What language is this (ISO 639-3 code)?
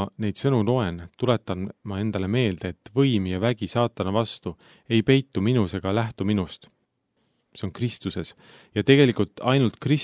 est